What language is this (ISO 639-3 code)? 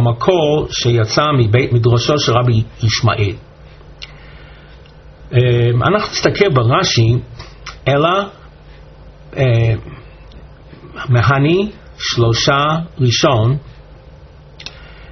heb